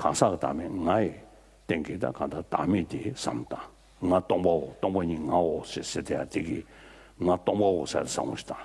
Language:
Tibetan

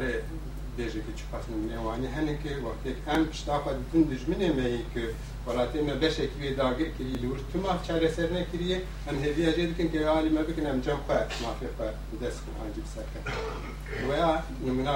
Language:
Kurdish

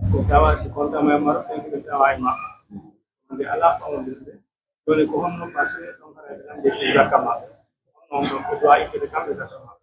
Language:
Pular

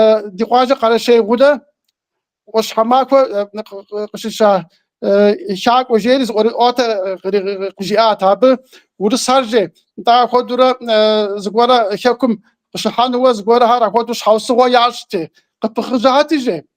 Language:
Kabardian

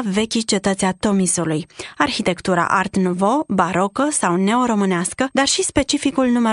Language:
Romanian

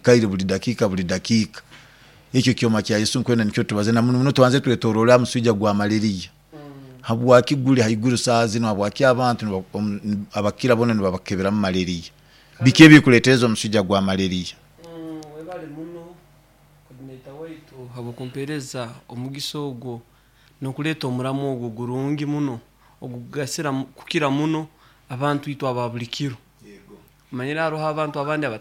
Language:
Nyoro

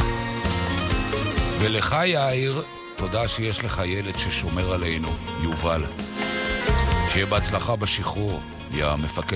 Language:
Hebrew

